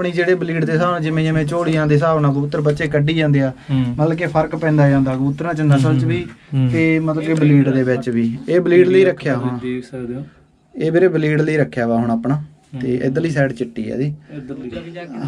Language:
Punjabi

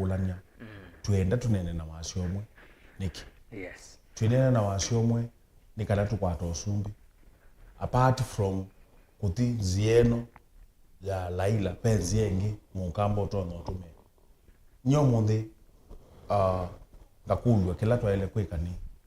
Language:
Kamba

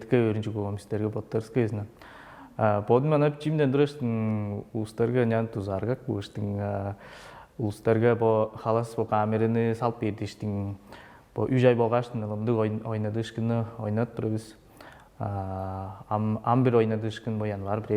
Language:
Tuvinian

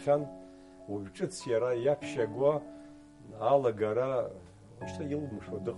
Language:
Abkhazian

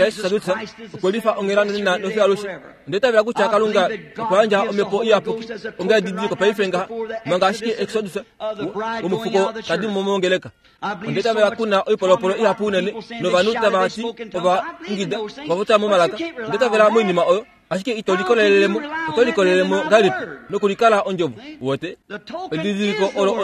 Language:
Kuanyama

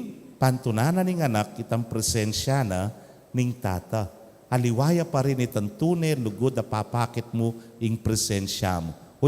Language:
Pampanga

